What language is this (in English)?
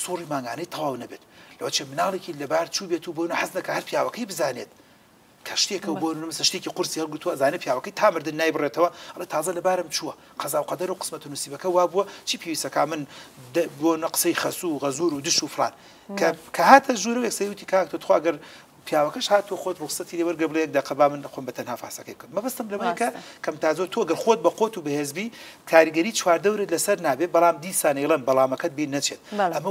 Central Kurdish